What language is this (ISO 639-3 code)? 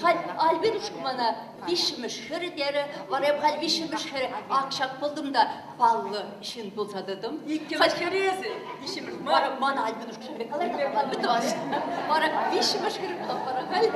chv